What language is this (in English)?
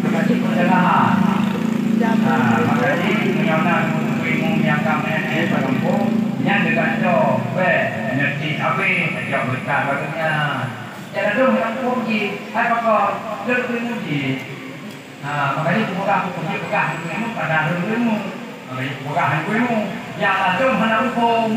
Achinese